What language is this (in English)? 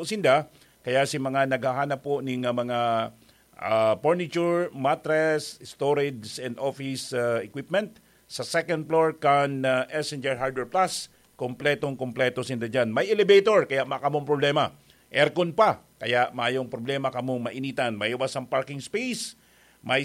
Bikol